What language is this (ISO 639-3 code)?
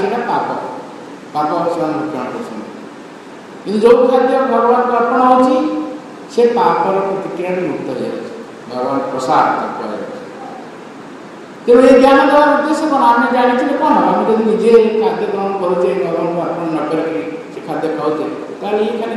ori